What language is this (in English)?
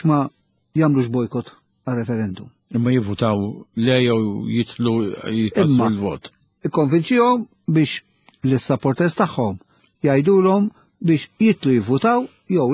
Maltese